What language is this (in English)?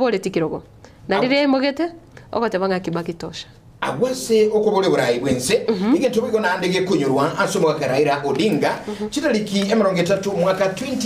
Gusii